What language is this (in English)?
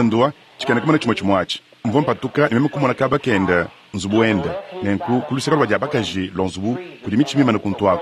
Luba-Lulua